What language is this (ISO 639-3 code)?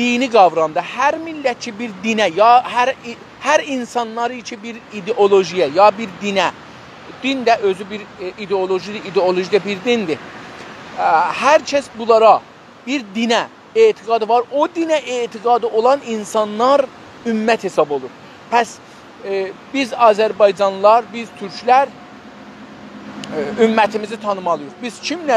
azb